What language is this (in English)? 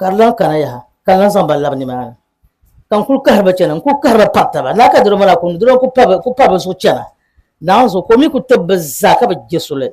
Dagbani